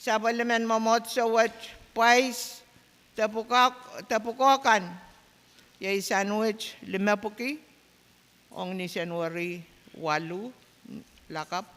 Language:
Pohnpeian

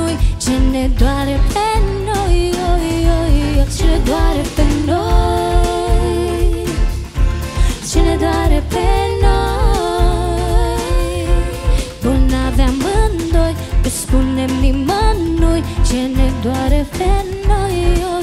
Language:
Romanian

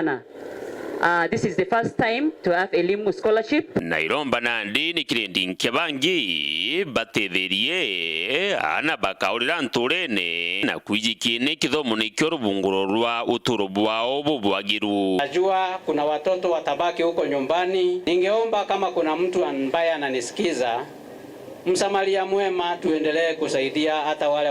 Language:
Meru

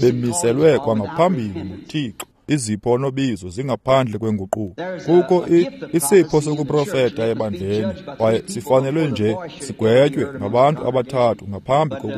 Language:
Xhosa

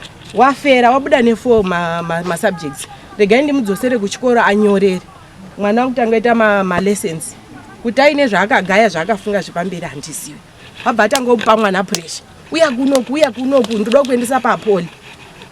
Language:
Shona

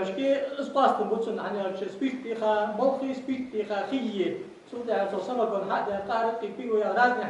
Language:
Ingush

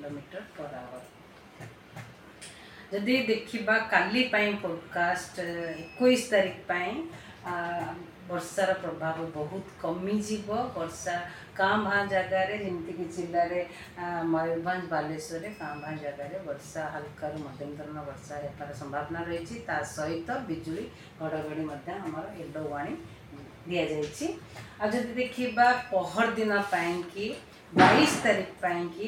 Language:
Odia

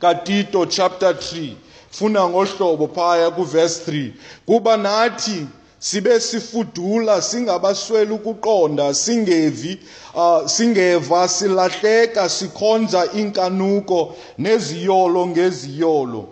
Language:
Xhosa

